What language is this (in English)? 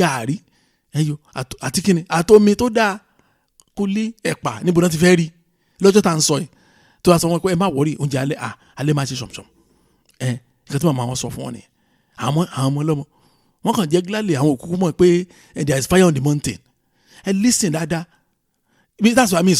Yoruba